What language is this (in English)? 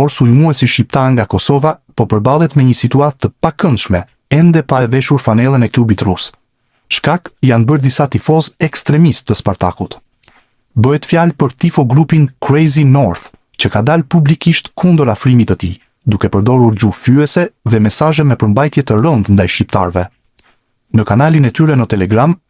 Albanian